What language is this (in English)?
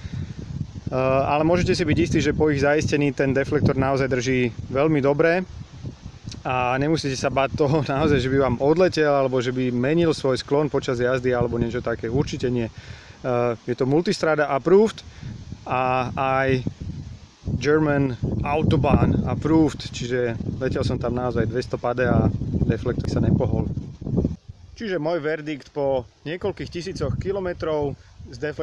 Slovak